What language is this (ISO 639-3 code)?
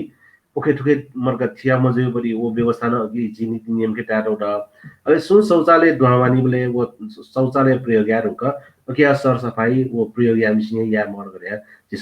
new